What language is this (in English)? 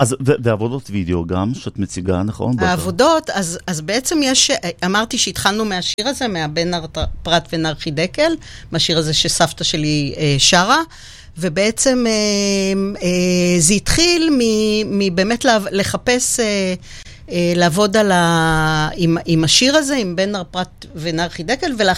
Hebrew